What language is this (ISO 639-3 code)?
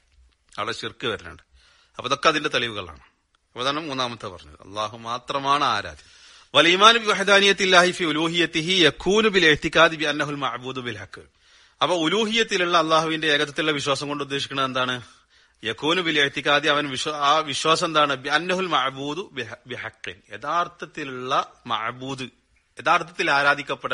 mal